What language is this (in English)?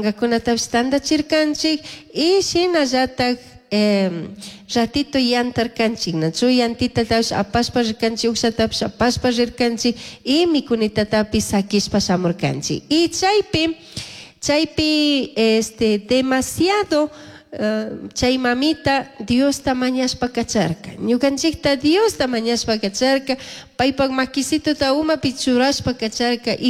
Chimborazo Highland Quichua